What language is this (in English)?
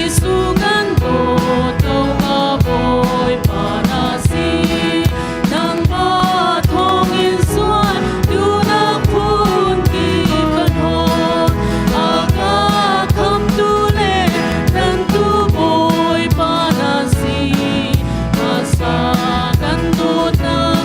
Hakha Chin